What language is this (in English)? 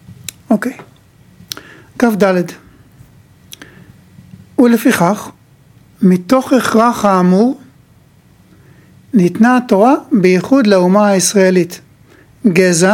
Hebrew